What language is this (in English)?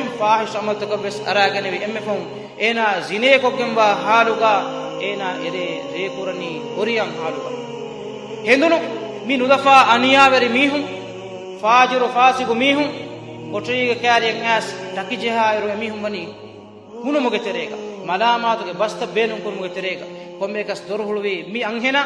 Divehi